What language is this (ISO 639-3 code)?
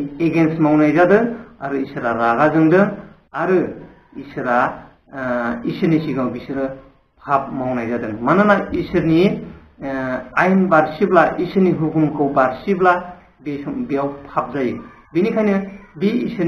brx